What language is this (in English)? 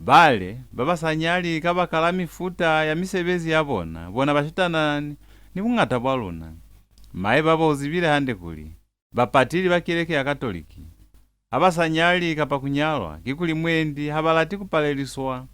Lozi